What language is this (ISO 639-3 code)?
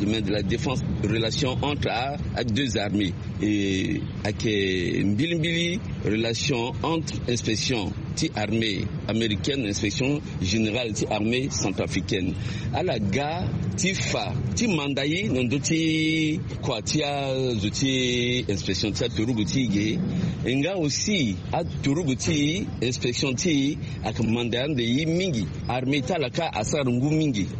sag